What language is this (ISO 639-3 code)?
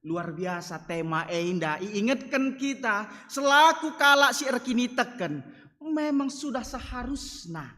btx